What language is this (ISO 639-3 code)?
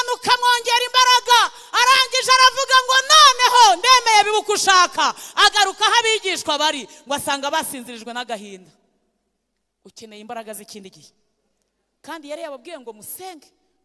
kin